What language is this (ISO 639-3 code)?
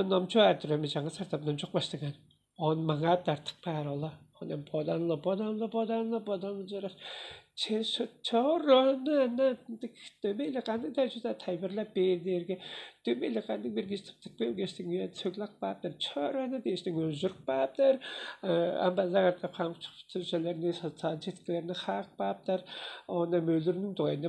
tyv